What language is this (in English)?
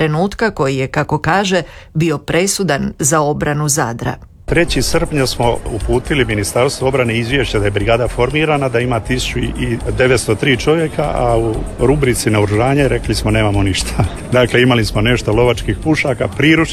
Croatian